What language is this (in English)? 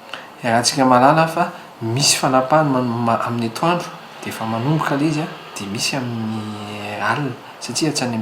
Malagasy